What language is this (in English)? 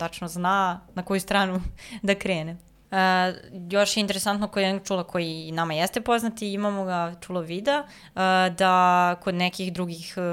Serbian